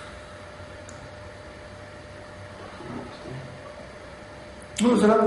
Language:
Hebrew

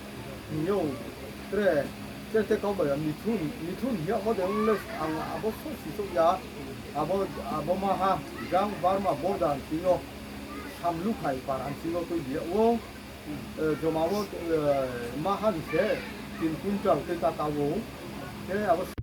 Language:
Riang (India)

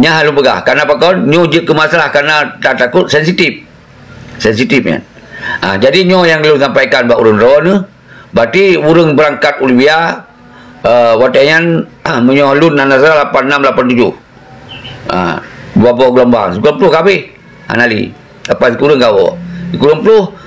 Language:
Achinese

